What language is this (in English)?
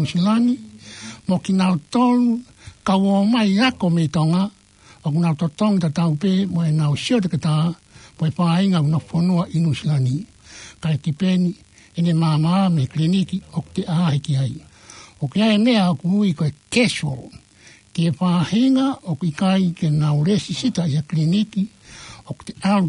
Tongan